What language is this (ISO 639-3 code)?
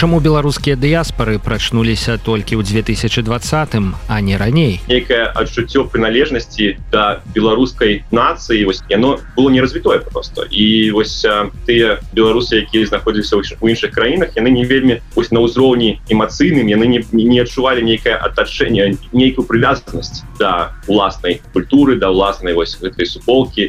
bel